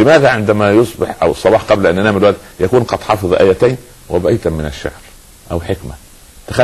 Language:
Arabic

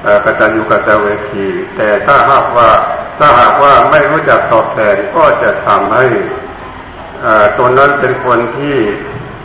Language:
Thai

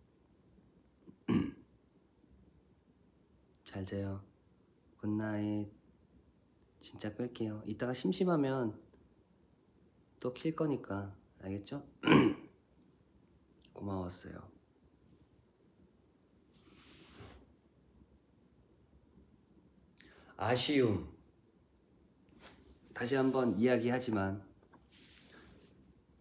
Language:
Korean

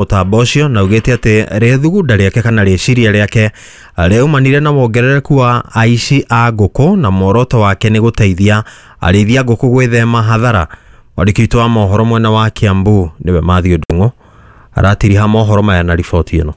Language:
Kikuyu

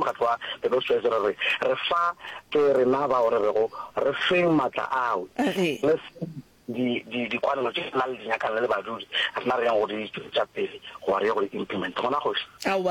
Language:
Northern Sotho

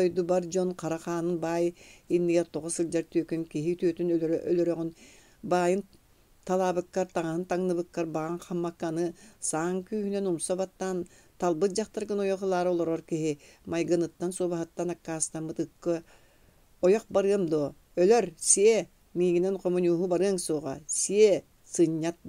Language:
Yakut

